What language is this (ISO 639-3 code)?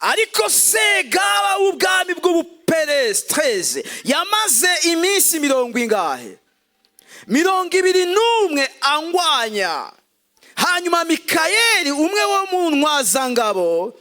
run